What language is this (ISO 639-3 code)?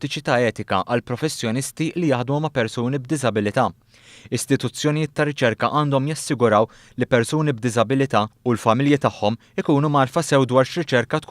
mlt